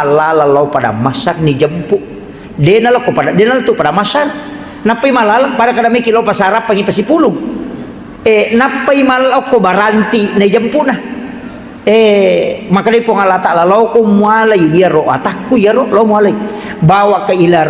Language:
Buginese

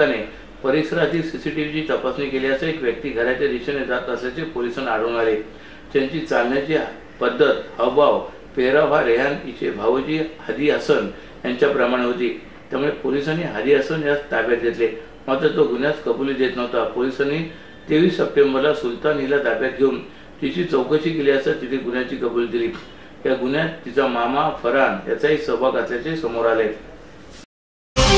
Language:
Marathi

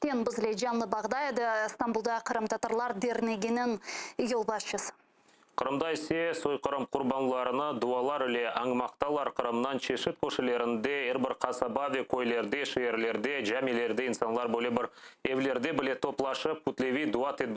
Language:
Crimean Tatar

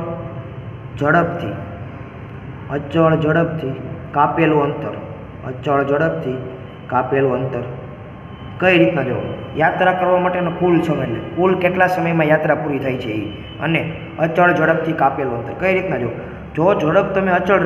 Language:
Gujarati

